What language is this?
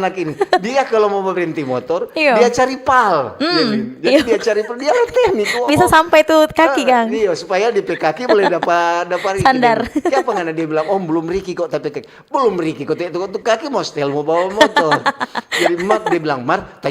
Manado Malay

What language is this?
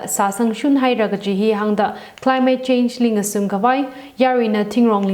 Tangkhul Naga (India)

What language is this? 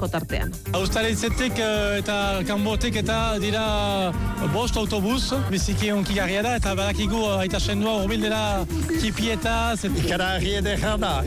Basque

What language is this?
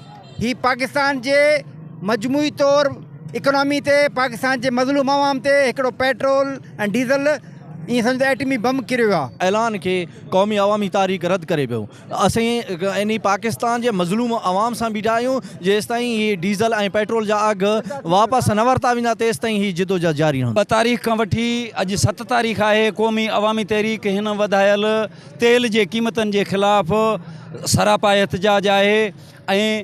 Sindhi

